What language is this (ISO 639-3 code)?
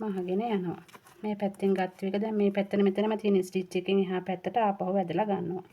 sin